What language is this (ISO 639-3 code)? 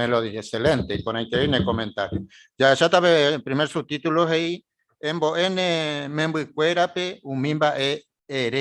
grn